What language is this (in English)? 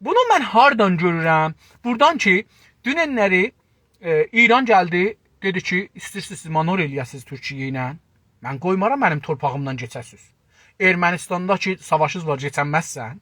South Azerbaijani